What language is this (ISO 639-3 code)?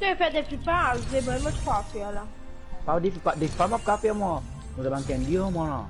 mfe